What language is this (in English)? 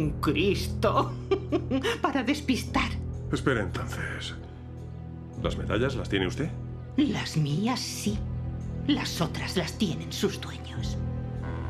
Spanish